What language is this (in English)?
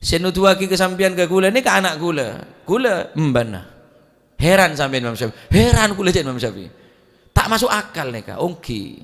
Madurese